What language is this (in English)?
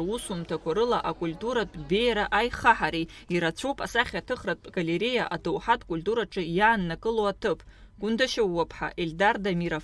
Abkhazian